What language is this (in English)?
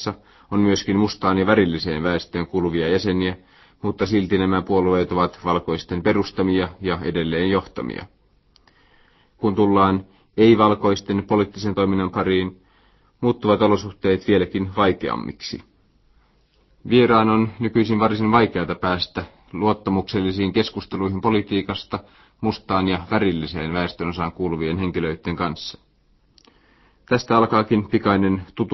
Finnish